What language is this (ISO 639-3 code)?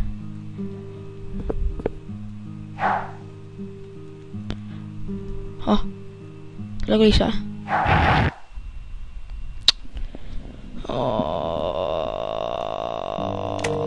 fin